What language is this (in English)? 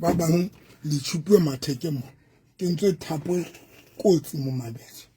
Southern Sotho